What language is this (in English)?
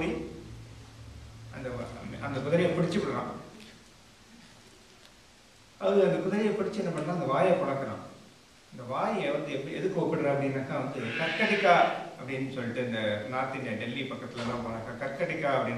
Tamil